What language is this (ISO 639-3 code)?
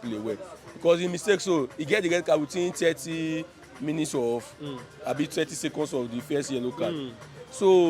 pcm